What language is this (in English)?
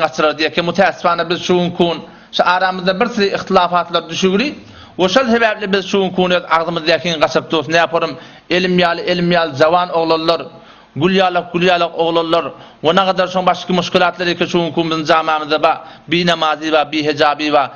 Turkmen